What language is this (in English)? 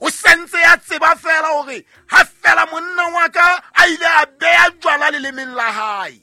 Southern Sotho